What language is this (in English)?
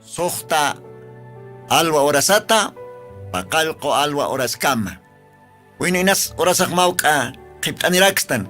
Aymara